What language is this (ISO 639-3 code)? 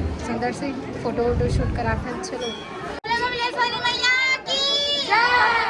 hne